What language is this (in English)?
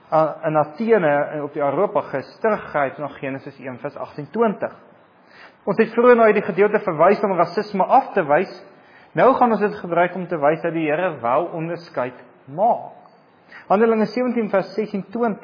Afrikaans